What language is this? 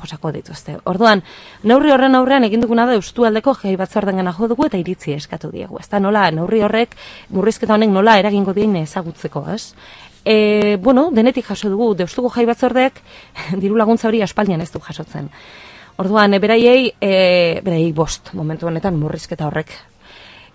Basque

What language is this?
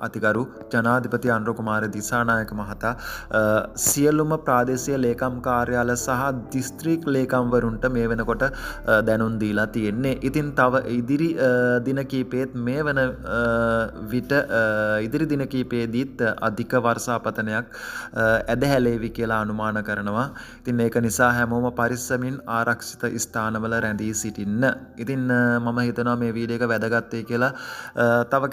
Sinhala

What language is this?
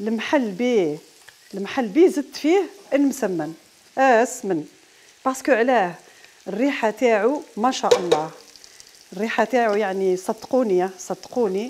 Algerian Arabic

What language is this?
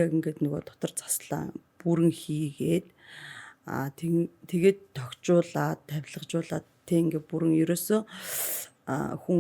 Mongolian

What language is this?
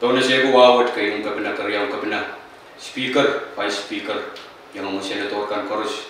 Pohnpeian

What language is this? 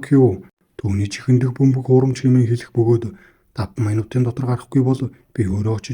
Mongolian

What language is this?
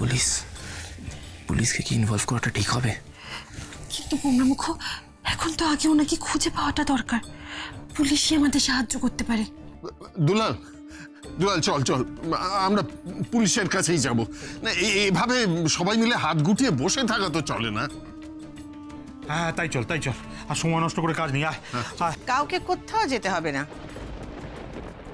Bangla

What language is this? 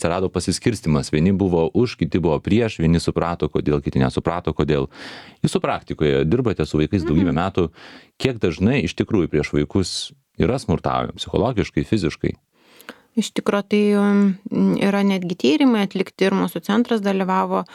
Lithuanian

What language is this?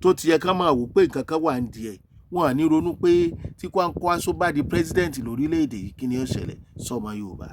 Yoruba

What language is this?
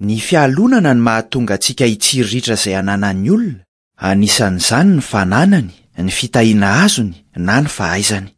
Malagasy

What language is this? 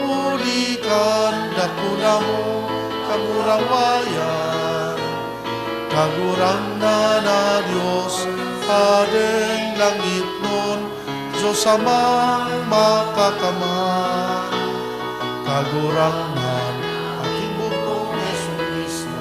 Bikol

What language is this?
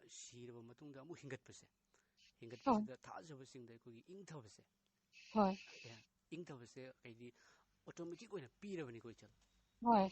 Manipuri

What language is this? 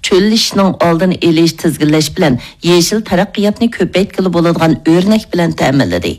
Uyghur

